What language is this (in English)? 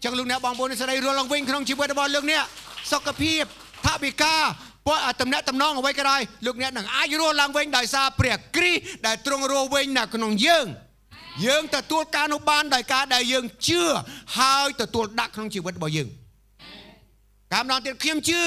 Khmer